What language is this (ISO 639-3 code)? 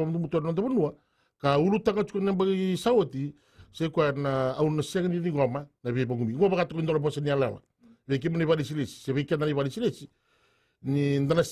fij